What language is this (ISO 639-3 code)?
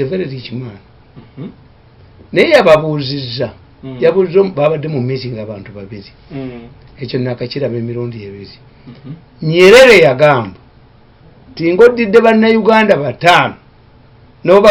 lug